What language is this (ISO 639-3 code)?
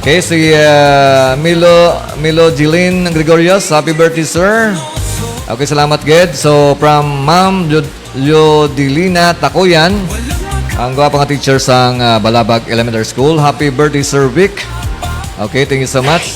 hil